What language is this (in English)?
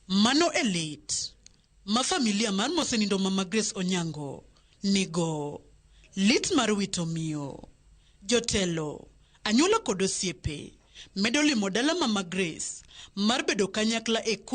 Luo (Kenya and Tanzania)